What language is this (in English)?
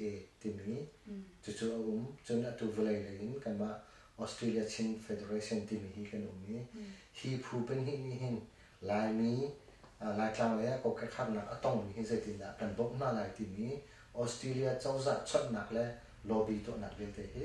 Hakha Chin